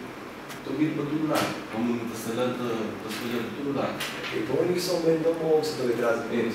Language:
Kabuverdianu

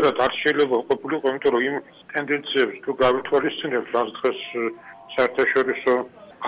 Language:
Georgian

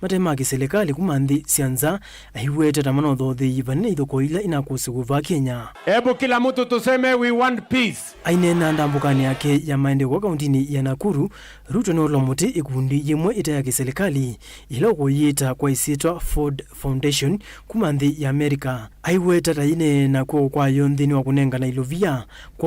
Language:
Kamba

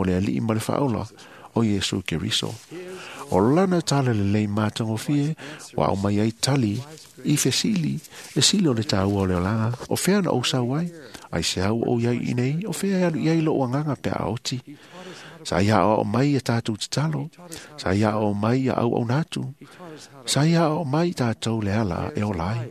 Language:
Samoan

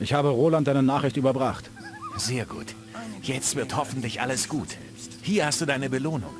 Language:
Bavarian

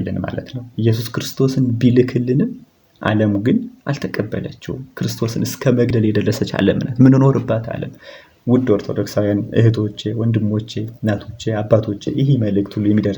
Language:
Amharic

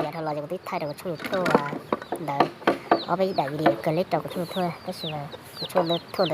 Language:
Hmong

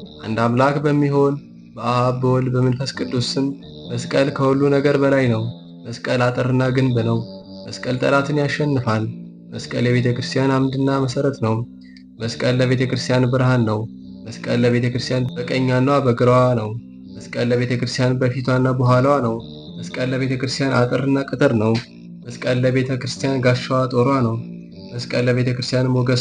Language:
Amharic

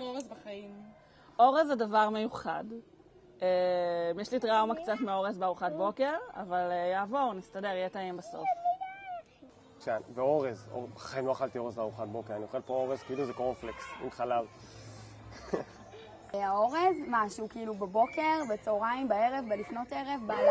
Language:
Hebrew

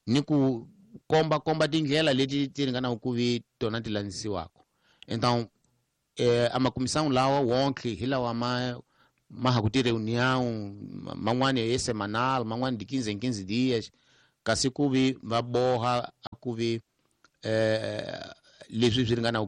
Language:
Tsonga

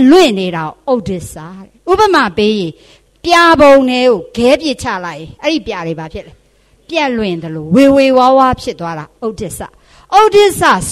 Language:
Burmese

